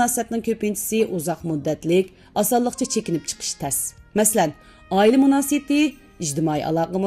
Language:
Uyghur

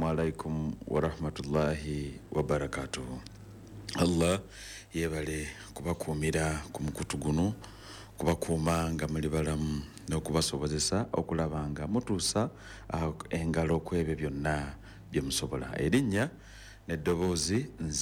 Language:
Ganda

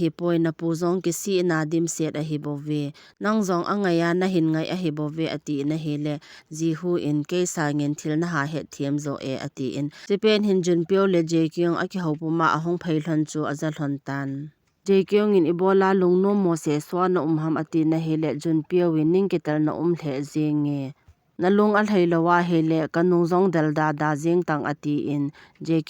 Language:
Thado Chin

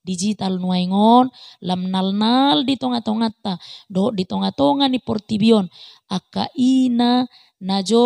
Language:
Batak Toba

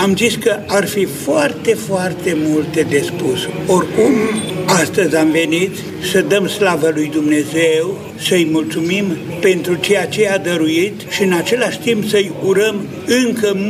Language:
Romanian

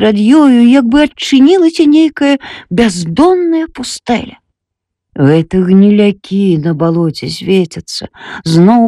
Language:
Belarusian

